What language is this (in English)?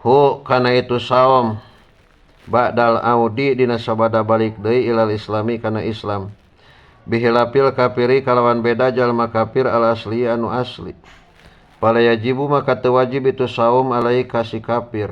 Sundanese